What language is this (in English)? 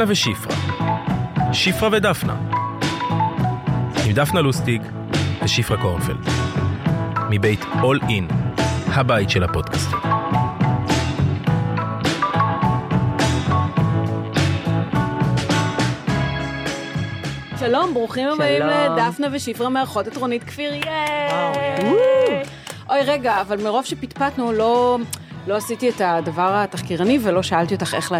Hebrew